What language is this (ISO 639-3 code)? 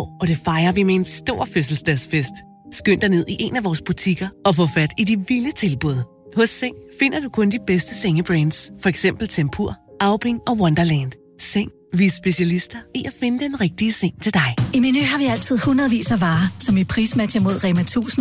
dan